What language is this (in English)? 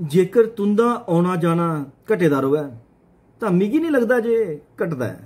Dogri